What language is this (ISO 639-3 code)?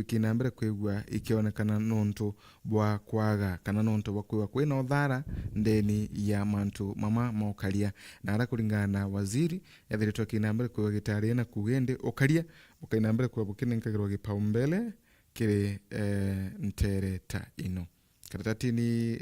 mer